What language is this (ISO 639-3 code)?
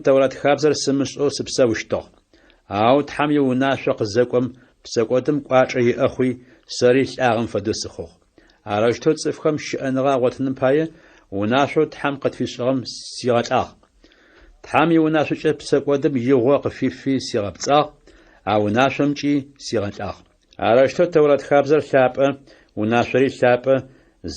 ady